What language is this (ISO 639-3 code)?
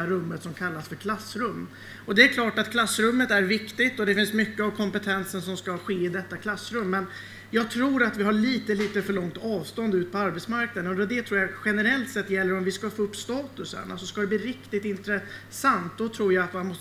swe